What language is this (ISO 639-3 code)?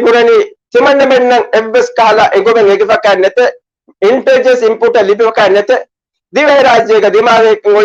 div